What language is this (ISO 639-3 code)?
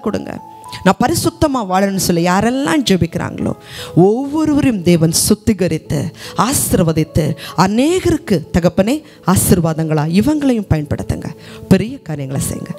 tam